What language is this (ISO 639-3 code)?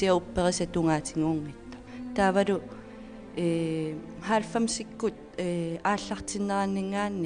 kal